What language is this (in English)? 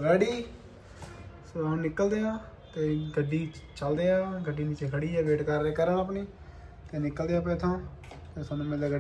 Punjabi